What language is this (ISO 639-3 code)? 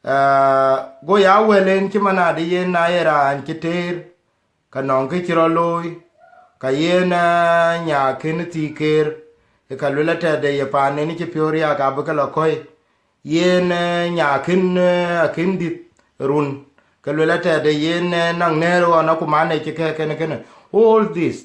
din